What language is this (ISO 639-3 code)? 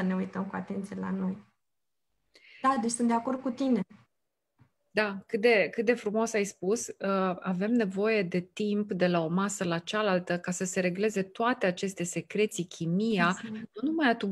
ron